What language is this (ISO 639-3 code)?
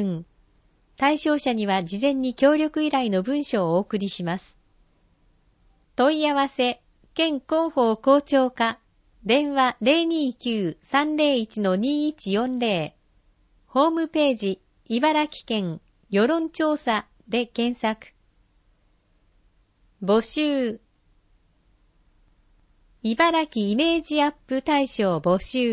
jpn